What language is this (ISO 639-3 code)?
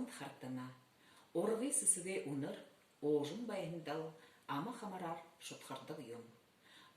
bua